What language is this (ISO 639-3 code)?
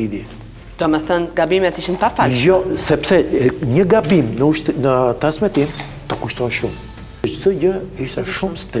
sqi